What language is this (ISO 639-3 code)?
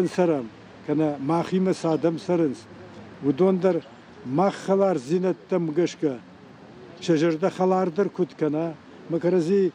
oss